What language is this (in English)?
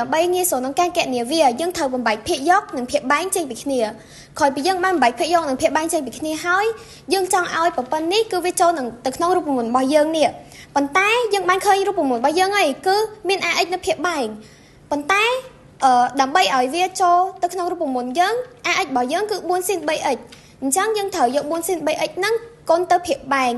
Khmer